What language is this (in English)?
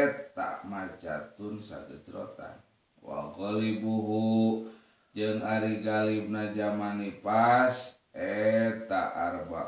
Sundanese